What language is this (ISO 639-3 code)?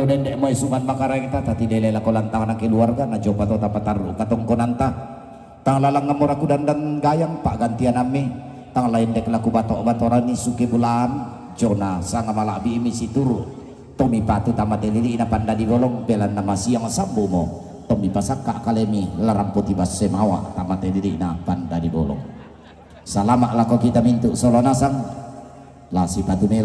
sda